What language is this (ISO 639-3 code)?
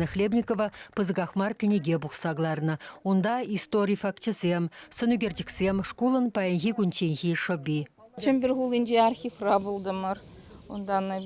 chv